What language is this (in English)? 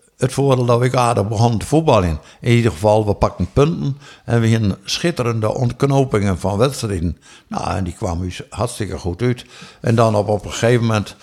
Western Frisian